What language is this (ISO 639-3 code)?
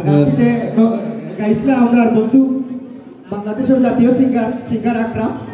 syl